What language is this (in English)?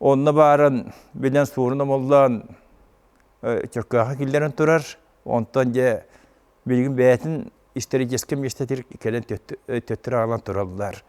Yakut